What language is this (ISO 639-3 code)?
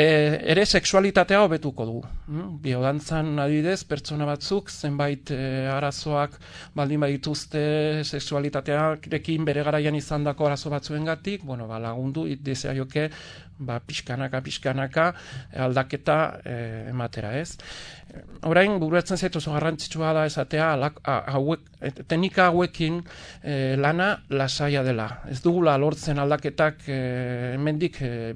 eus